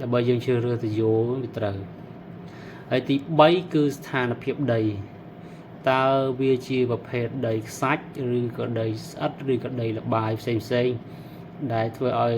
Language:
Khmer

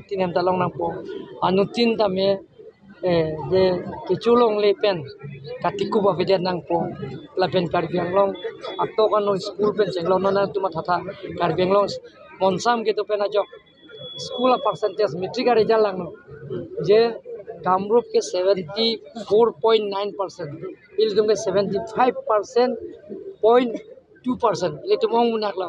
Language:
Karbi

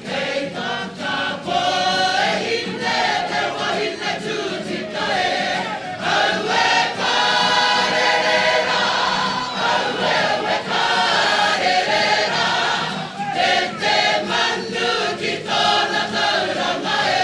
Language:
Māori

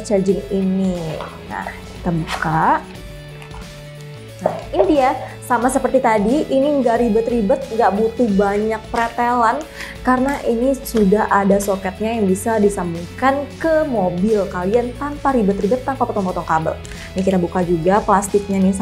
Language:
Indonesian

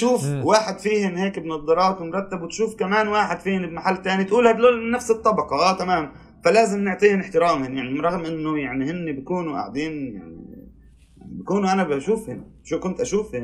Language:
North Levantine Arabic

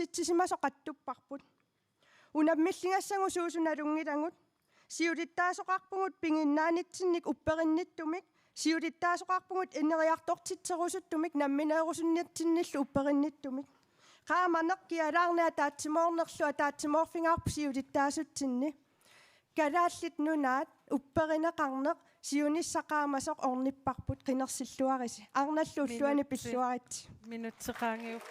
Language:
Kalaallisut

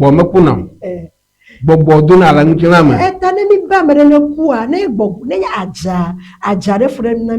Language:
Ewe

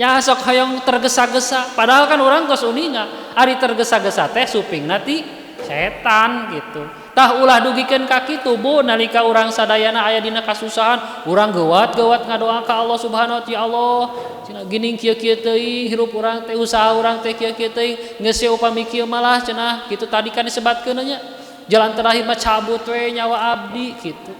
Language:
Sundanese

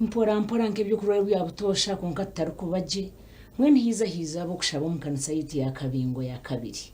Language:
Nyankole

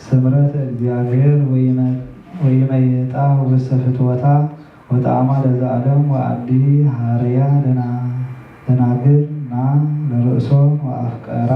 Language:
Geez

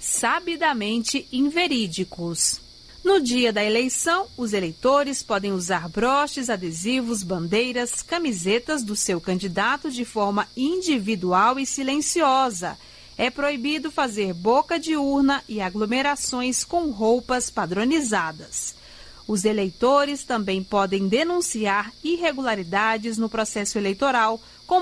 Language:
Portuguese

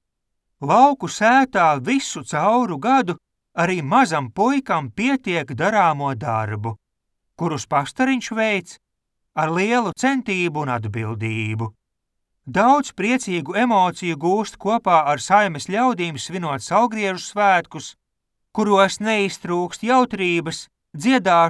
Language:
Latvian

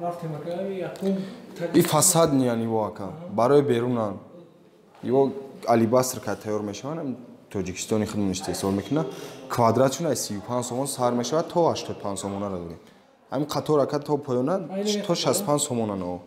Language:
Tajik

